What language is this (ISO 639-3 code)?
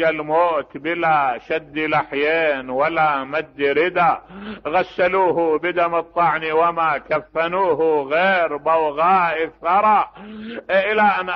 acm